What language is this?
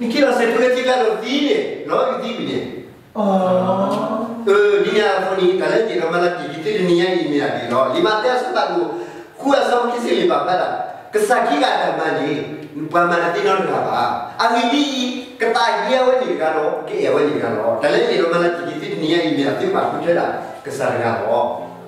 S'gaw Karen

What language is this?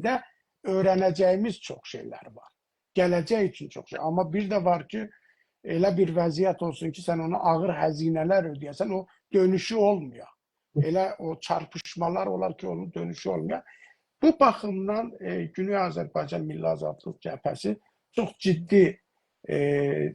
South Azerbaijani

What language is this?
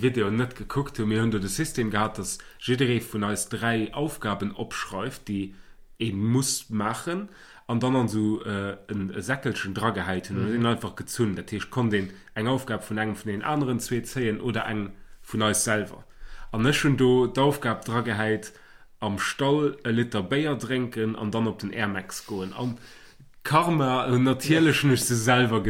Luxembourgish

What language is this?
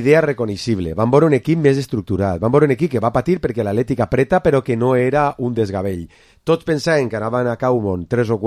Catalan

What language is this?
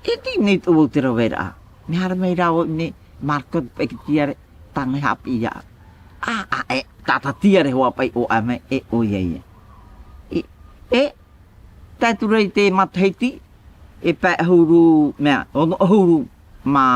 Tahitian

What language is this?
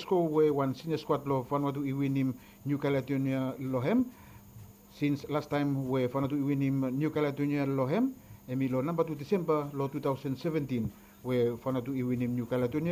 Bislama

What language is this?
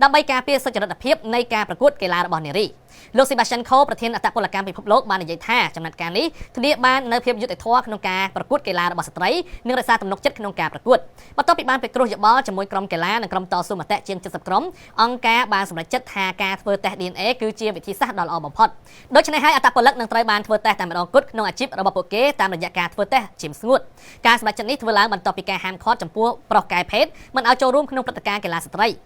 Khmer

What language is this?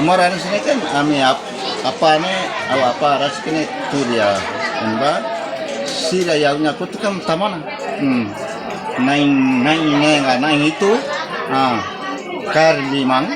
Tetum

